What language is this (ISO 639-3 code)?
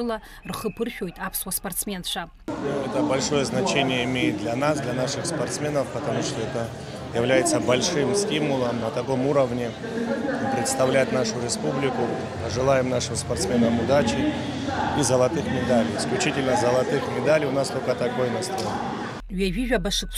abk